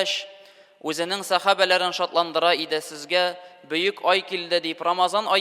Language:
Tatar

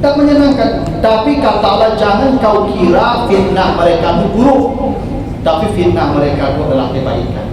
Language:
Minangkabau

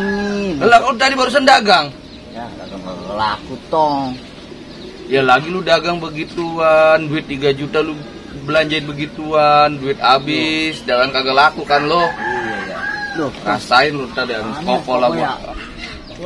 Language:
Betawi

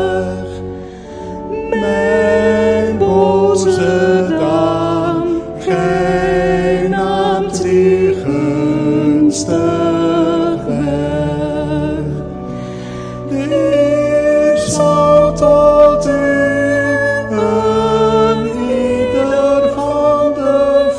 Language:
Dutch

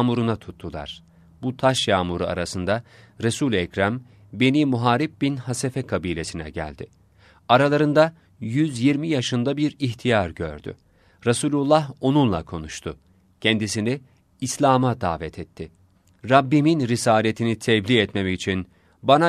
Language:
Turkish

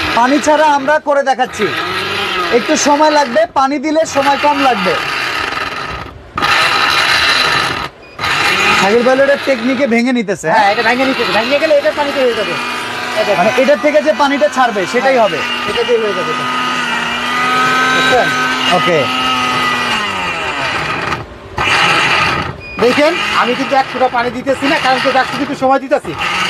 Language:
Bangla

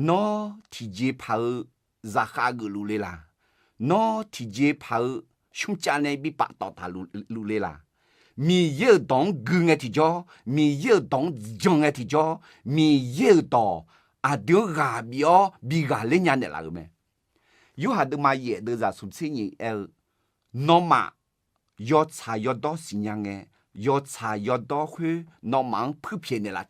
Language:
Akha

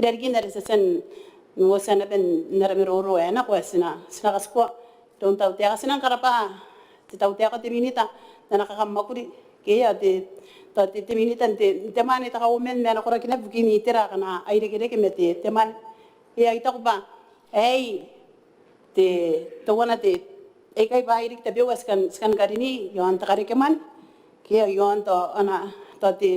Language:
Gilbertese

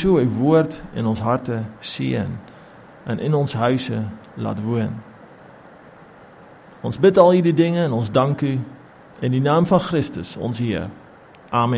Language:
Afrikaans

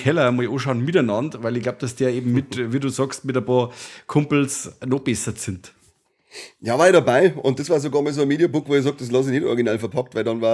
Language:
Bavarian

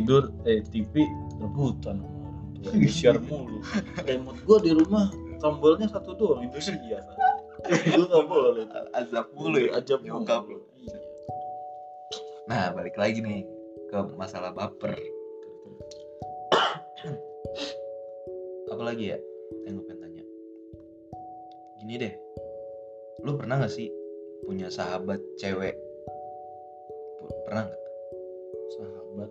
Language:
Indonesian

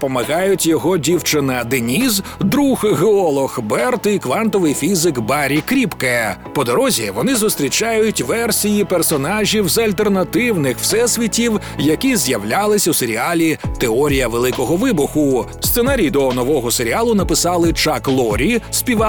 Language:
Ukrainian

